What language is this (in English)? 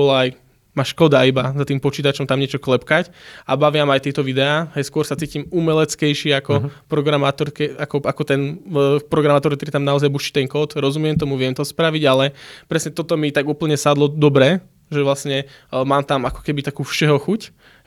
Slovak